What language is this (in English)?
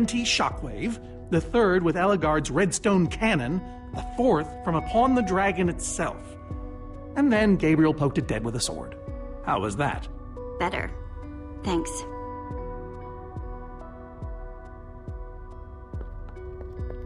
English